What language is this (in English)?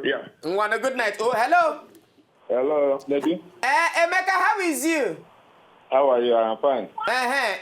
Nigerian Pidgin